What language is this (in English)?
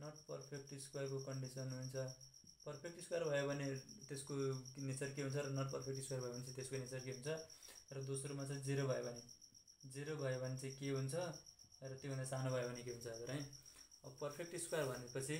Nepali